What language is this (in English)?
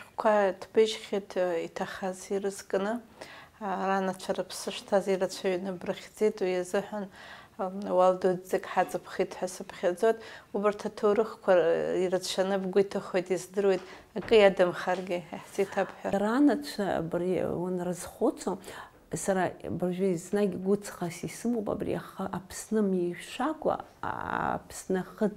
Abkhazian